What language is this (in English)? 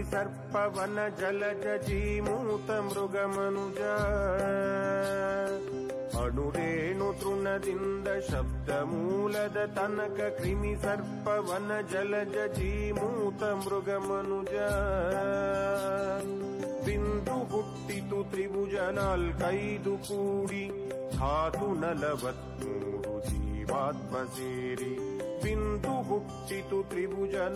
Kannada